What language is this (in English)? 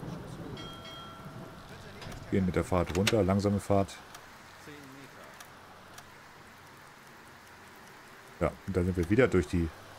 German